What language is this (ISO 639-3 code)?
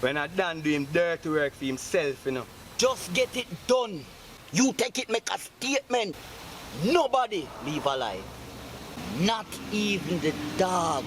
jam